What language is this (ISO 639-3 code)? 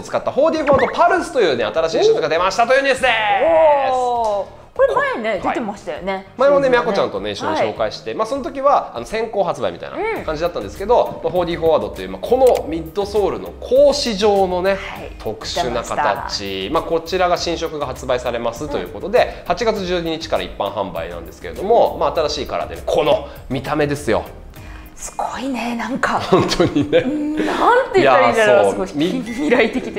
jpn